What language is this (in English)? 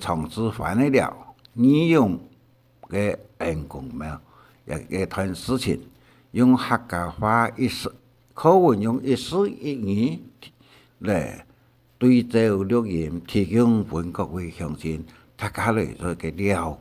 Hakka Chinese